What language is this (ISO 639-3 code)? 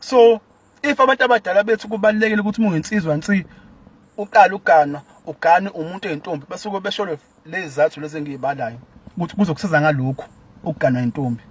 zul